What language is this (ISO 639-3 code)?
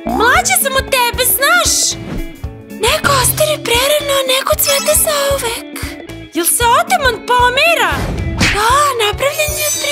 srp